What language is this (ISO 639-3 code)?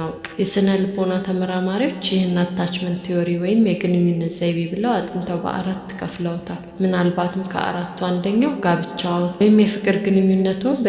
amh